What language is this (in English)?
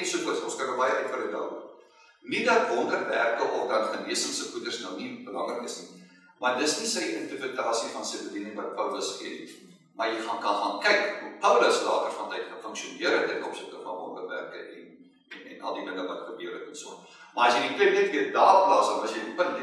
Afrikaans